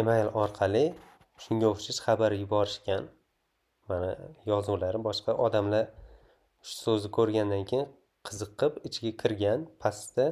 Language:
Uzbek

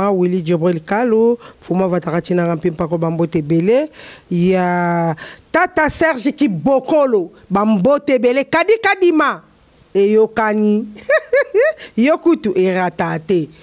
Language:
Lingala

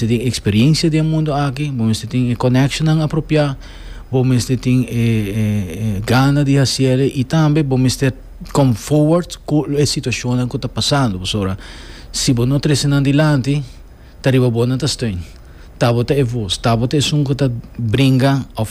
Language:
Papiamento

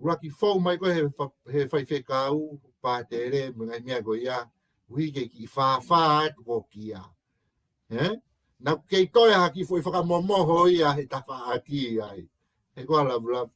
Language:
Tongan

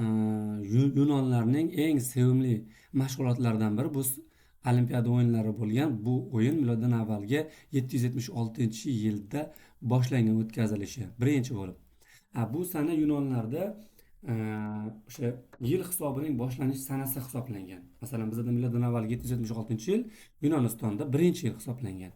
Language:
Uzbek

